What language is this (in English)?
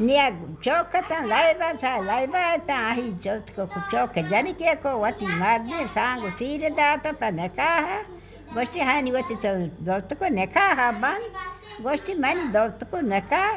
Baluchi